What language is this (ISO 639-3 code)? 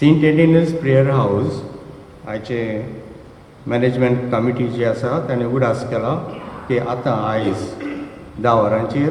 kok